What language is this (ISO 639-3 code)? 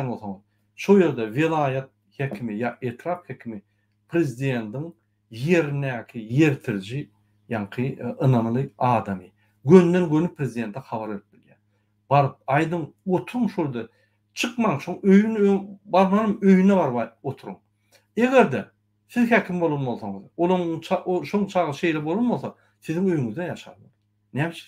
tuk